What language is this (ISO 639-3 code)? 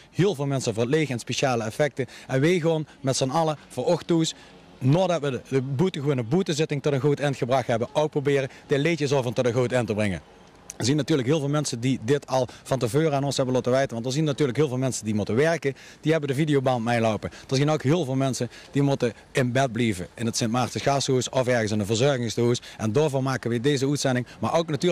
lim